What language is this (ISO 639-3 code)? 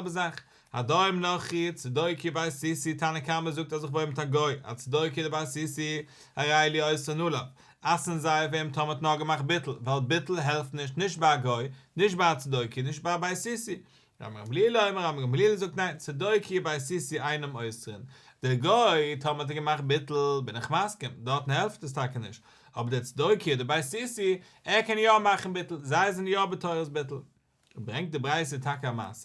yid